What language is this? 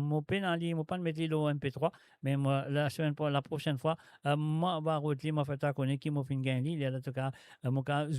Morisyen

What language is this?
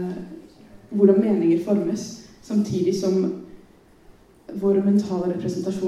Norwegian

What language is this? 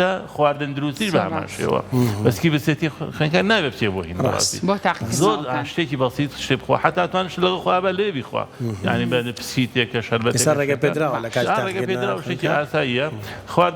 Central Kurdish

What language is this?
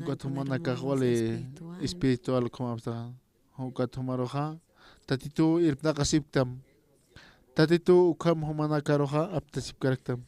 Aymara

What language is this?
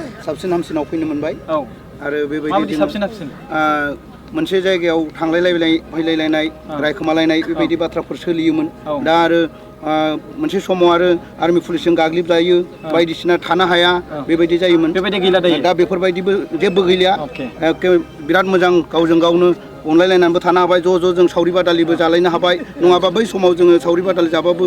Bodo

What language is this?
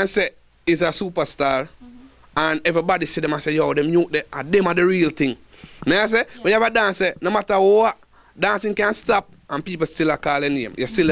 Jamaican Creole English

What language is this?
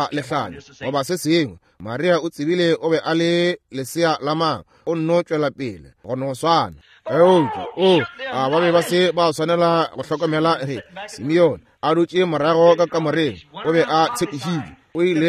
Northern Sotho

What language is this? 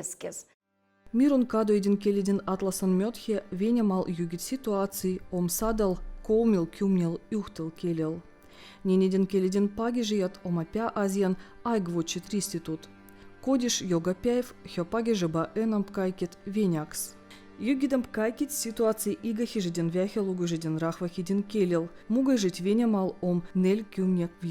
Veps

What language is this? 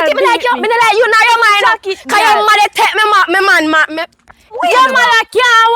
Jamaican Creole English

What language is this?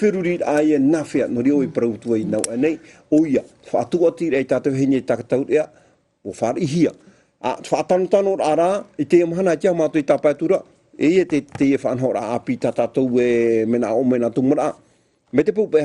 Tahitian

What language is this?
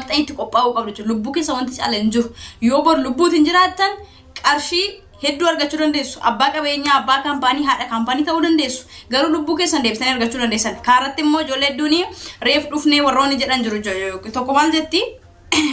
Oromo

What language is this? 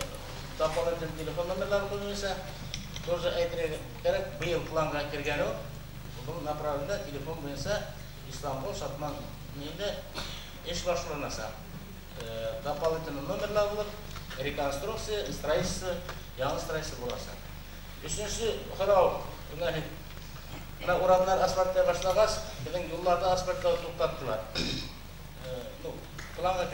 Bashkir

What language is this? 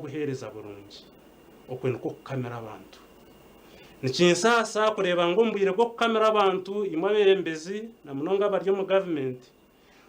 Nyankole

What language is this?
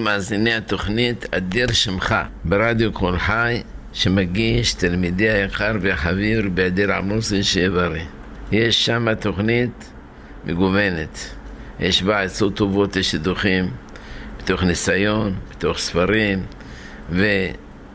Hebrew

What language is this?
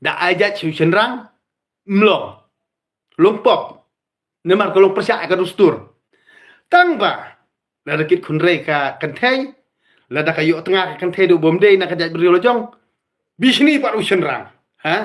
Khasi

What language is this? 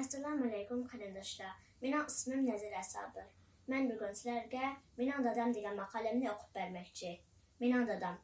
Uyghur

